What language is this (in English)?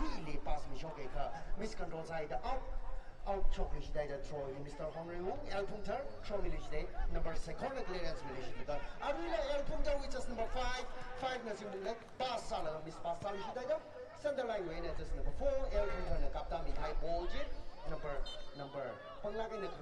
Tangkhul Naga (India)